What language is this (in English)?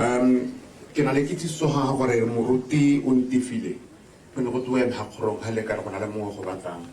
Tswana